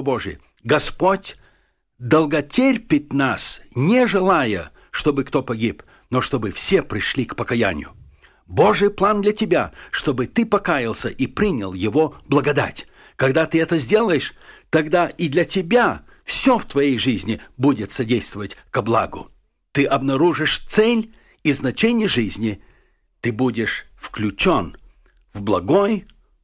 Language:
Russian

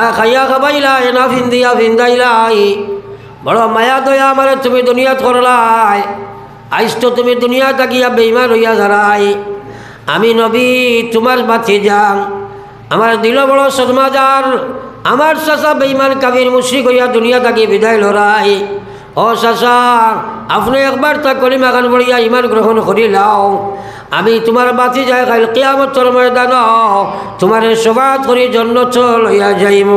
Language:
Sylheti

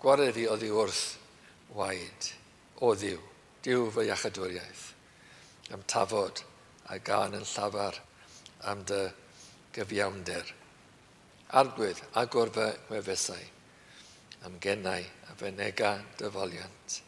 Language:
Welsh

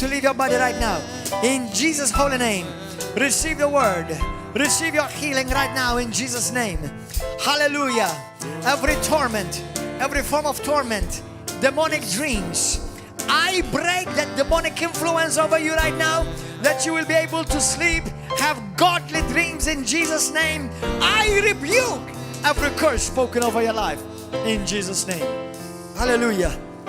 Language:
English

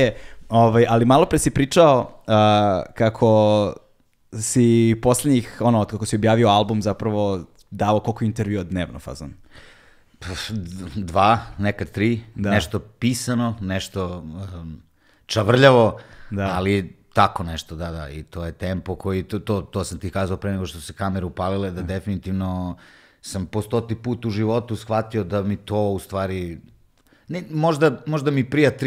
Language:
Serbian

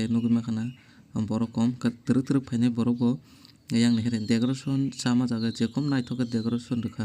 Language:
Kok Borok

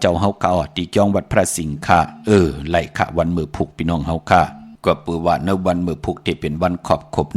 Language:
Shan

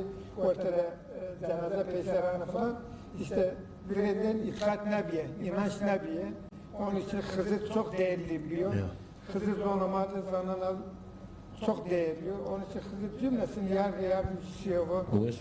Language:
Zaza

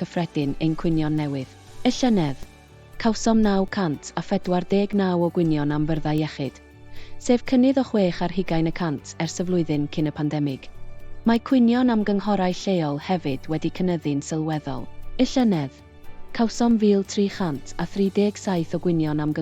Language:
Welsh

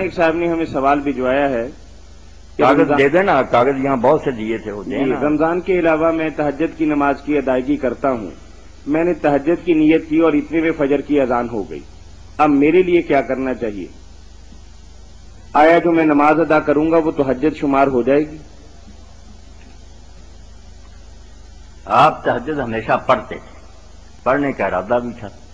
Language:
Urdu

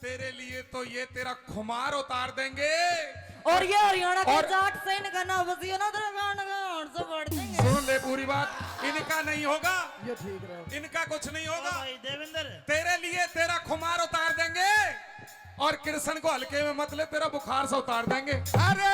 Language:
Haryanvi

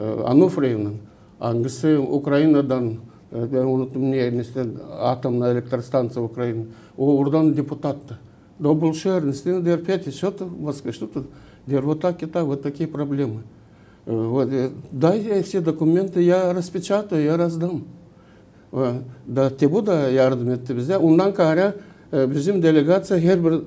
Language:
Gagauz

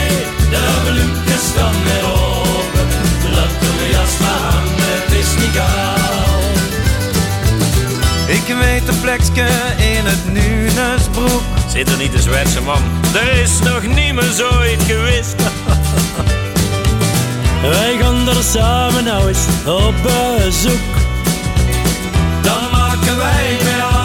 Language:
Dutch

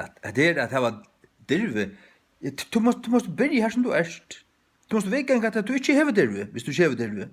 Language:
Faroese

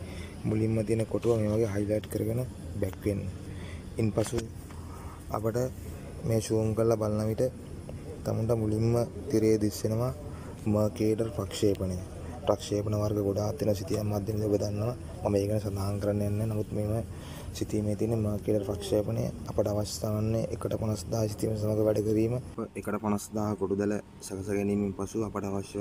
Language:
Sinhala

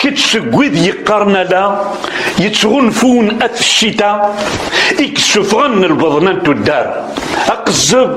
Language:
Kabyle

